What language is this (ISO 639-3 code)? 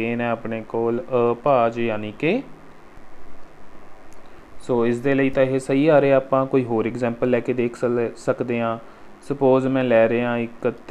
pan